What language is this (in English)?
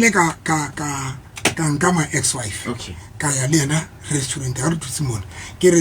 Southern Sotho